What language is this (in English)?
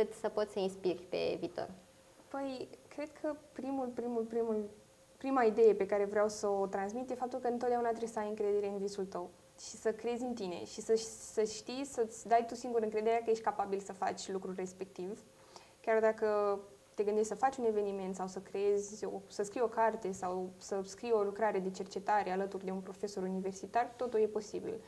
Romanian